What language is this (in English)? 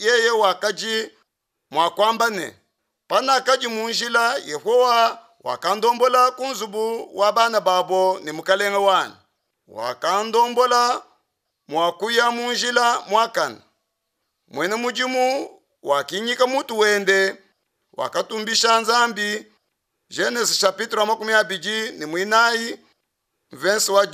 Luba-Lulua